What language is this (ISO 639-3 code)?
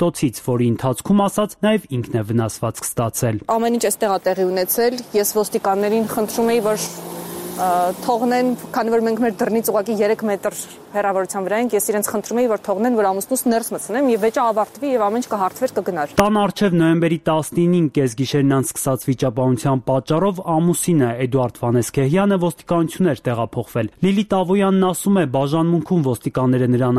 hye